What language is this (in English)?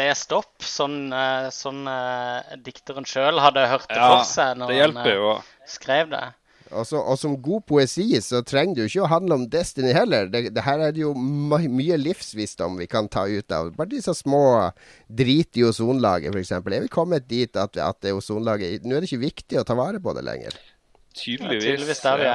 Norwegian